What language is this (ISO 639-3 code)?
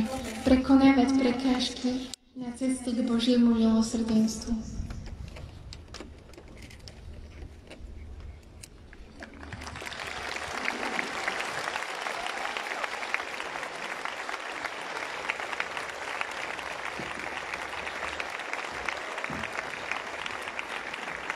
slk